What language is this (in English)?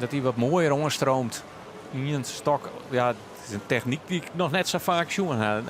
Western Frisian